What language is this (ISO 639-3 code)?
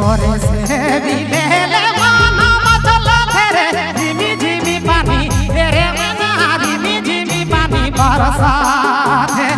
sck